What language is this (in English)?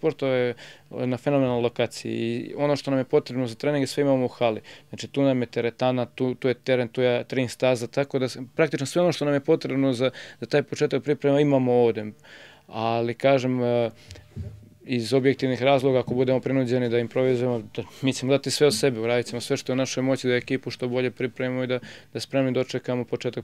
Serbian